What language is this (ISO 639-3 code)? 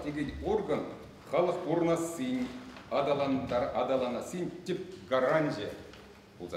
chv